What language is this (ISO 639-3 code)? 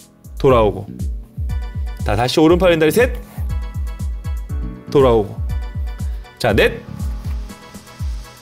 kor